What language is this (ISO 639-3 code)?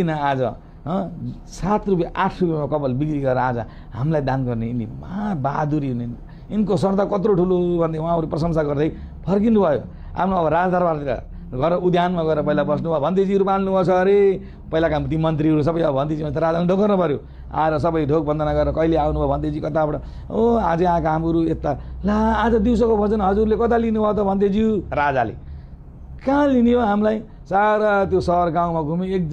nep